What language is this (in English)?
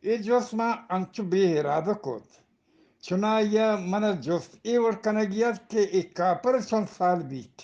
Eastern Balochi